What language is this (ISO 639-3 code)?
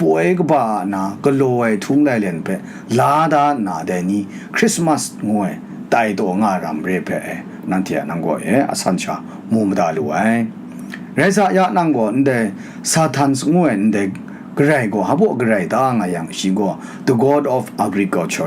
kac